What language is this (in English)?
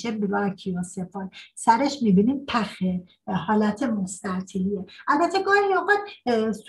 Persian